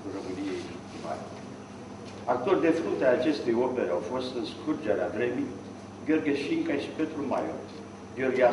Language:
Romanian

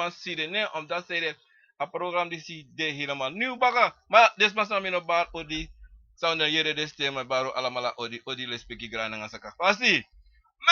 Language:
Sranan Tongo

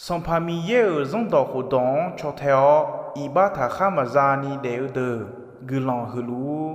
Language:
Akha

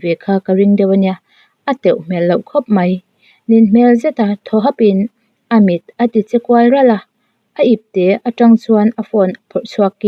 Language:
Mizo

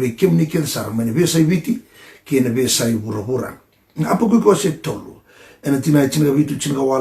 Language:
Fijian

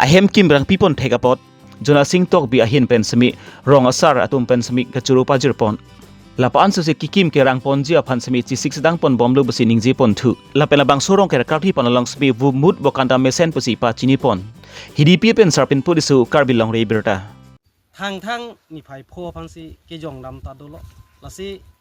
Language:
Karbi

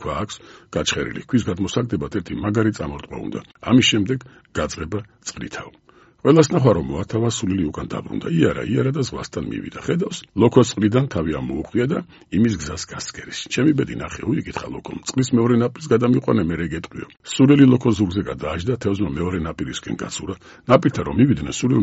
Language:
Georgian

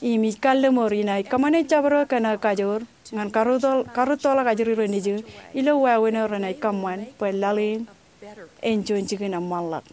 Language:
Marshallese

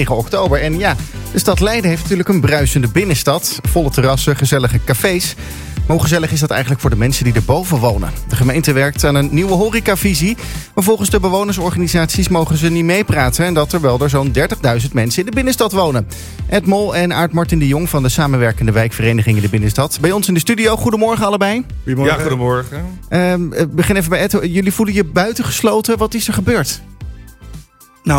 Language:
Dutch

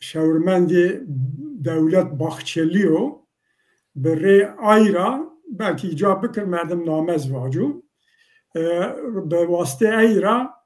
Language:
Zaza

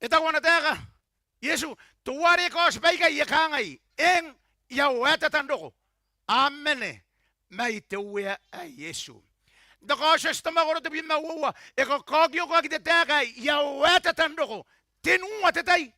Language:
Gilbertese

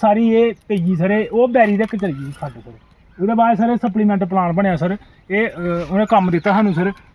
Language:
Dogri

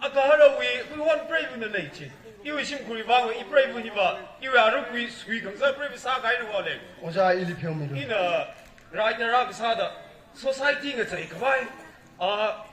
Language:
Tangkhul Naga (India)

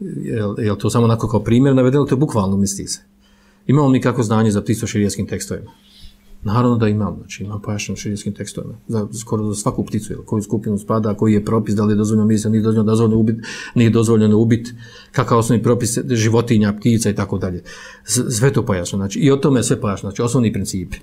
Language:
Bosnian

